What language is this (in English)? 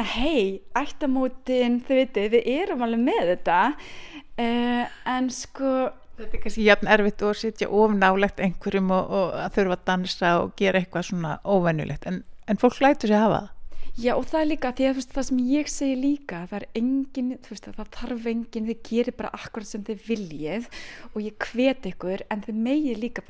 Icelandic